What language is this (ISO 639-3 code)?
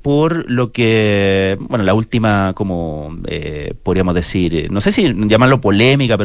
spa